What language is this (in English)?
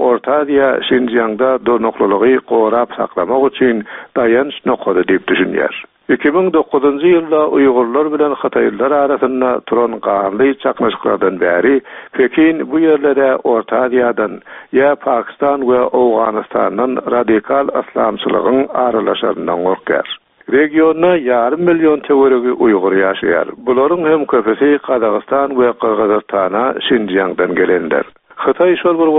Turkmen